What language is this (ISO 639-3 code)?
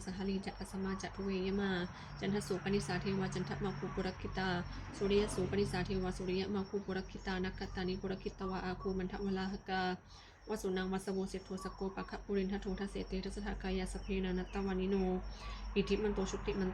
pli